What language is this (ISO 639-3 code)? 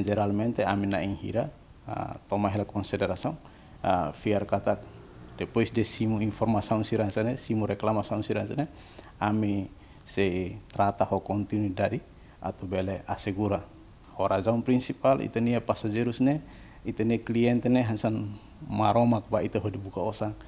tet